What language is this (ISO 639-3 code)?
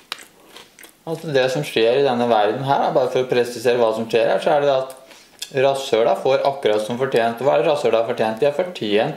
nor